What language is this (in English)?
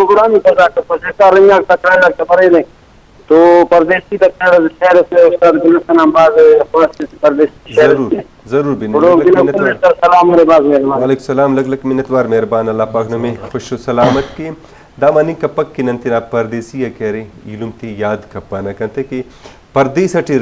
Brahui